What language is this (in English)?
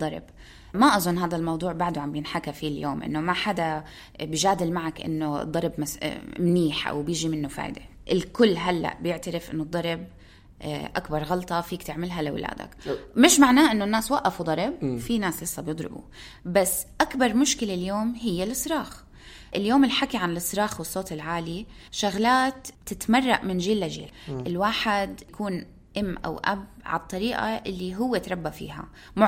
North Levantine Arabic